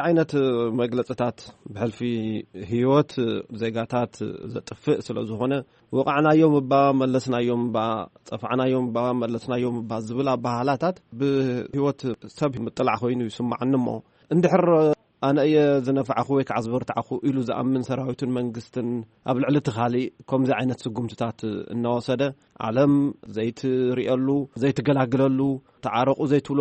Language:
Tigrinya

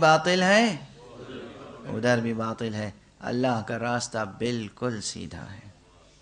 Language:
Urdu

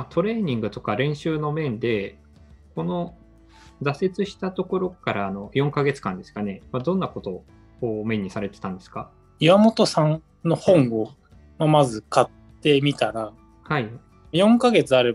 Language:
Japanese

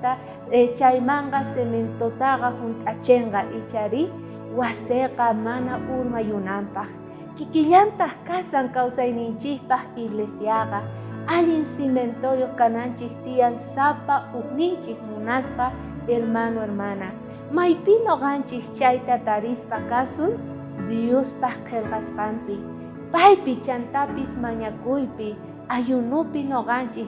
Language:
South Bolivian Quechua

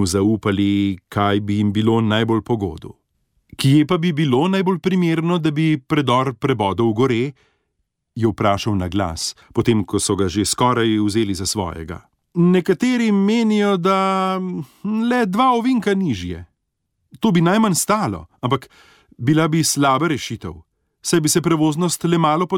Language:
Slovenian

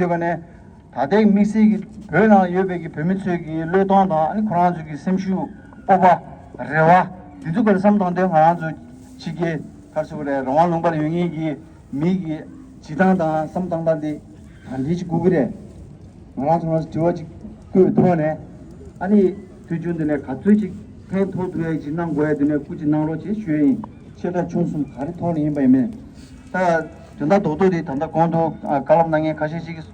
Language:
Tibetan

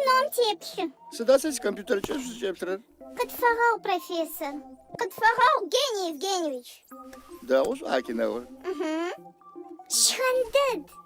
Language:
Adyghe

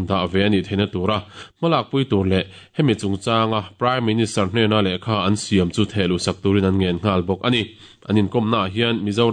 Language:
Mizo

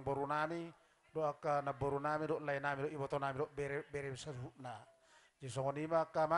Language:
Batak Toba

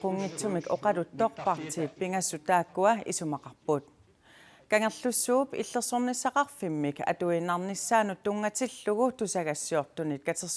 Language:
Kalaallisut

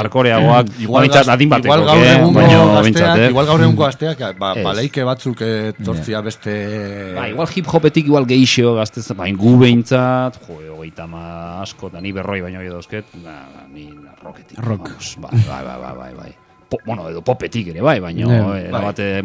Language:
Basque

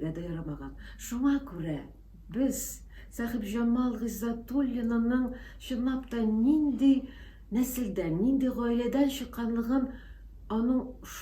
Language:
Tatar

